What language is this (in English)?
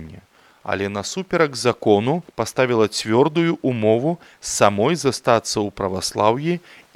Belarusian